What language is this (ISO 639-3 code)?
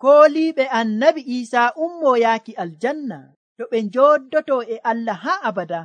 fuv